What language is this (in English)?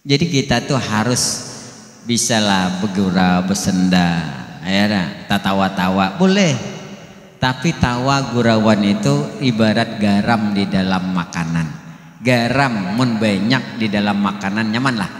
Banjar